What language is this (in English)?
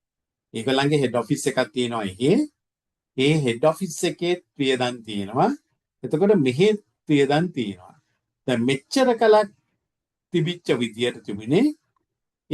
Sinhala